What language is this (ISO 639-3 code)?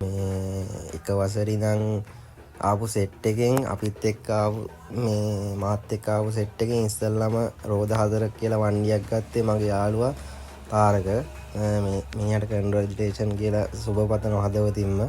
sin